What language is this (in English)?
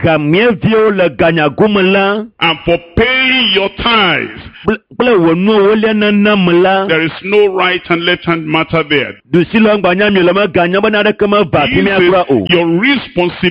Ewe